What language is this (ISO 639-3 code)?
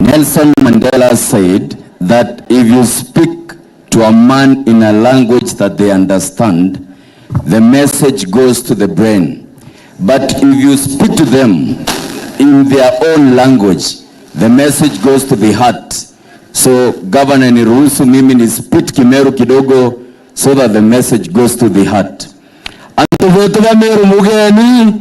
mer